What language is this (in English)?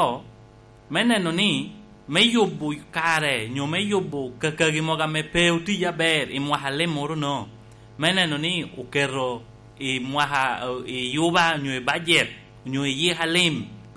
Lango (Uganda)